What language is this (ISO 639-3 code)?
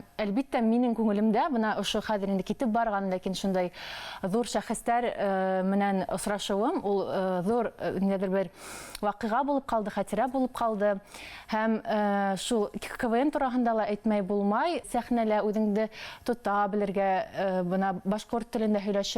bak